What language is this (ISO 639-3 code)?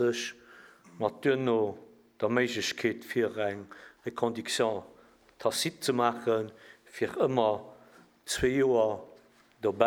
ltz